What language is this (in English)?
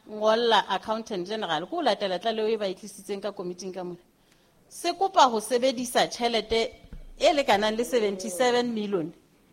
Southern Sotho